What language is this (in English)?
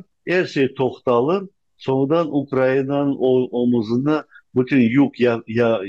Crimean Tatar